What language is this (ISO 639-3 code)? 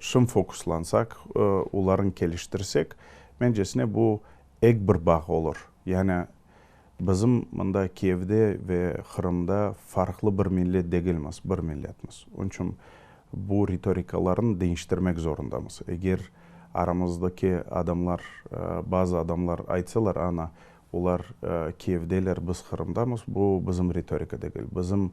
crh